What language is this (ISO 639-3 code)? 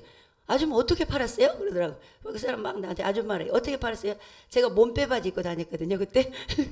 kor